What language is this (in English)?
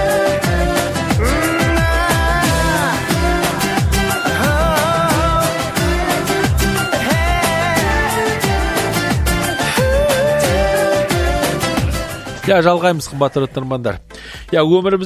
Kazakh